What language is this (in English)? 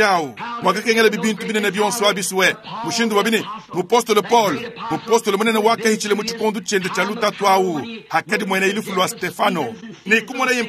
Luba-Lulua